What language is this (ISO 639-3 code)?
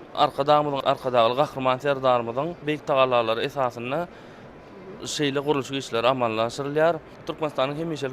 tuk